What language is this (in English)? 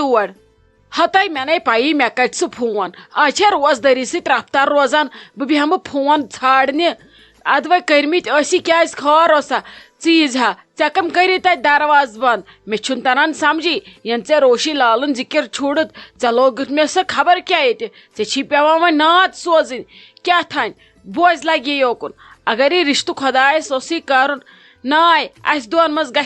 Kashmiri